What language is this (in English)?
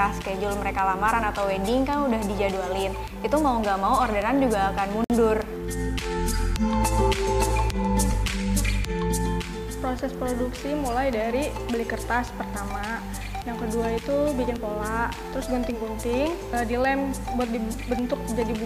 Indonesian